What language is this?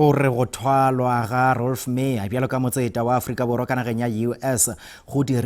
Northern Sotho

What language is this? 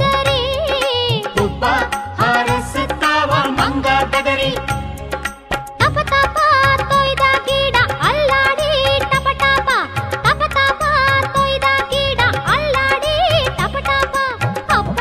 Kannada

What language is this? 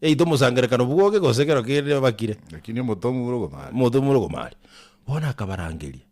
Gusii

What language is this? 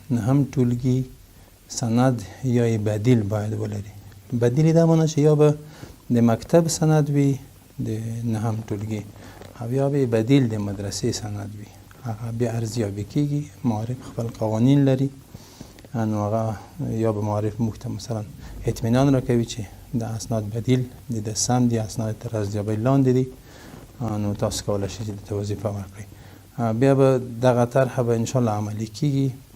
Pashto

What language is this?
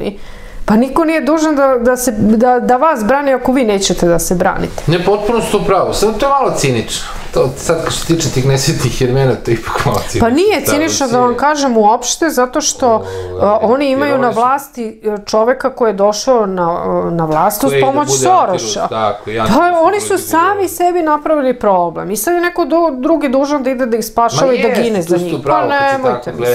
Serbian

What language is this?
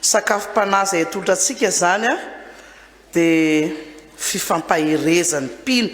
Malagasy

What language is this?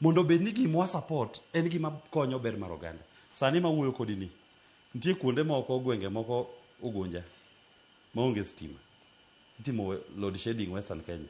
Luo (Kenya and Tanzania)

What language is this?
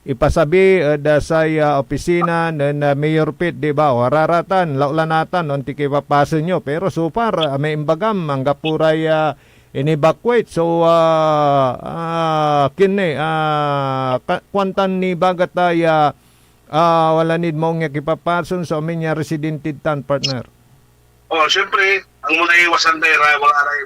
Pangasinan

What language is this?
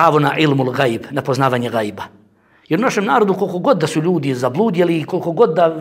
Bosnian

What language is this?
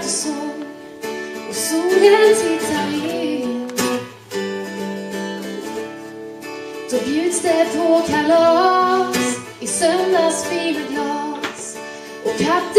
Swedish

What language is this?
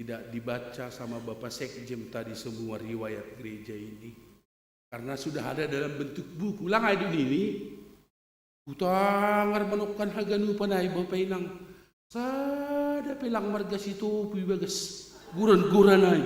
Batak Simalungun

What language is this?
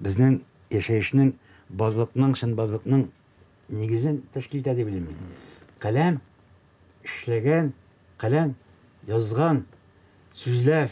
Tatar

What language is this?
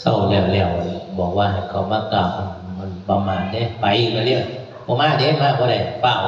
Northeastern Thai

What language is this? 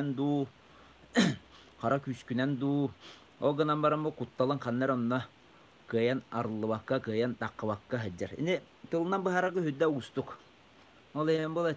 Yakut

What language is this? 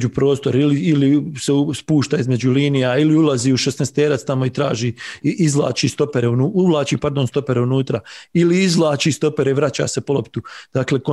Bosnian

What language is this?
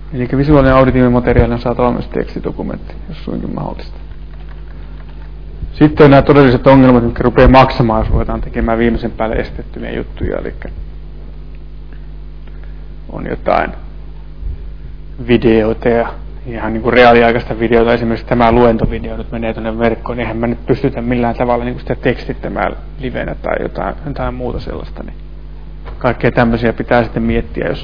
Finnish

